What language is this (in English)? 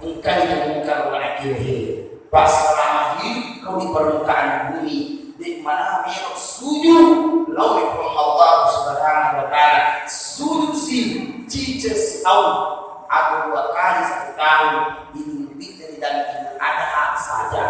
Buginese